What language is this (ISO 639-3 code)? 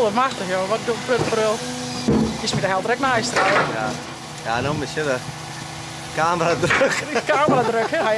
fry